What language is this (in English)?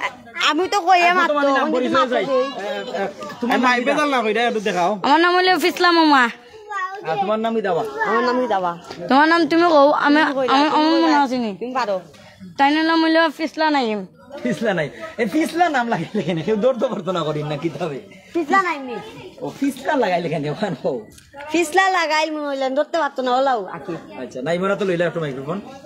Sylheti